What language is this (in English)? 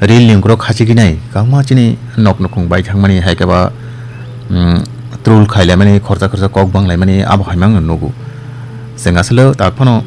Kok Borok